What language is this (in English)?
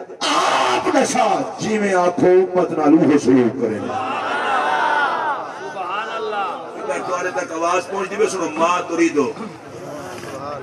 Saraiki